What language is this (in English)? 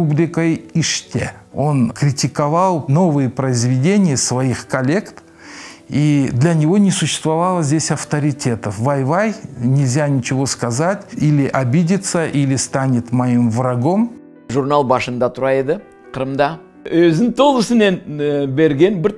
Crimean Tatar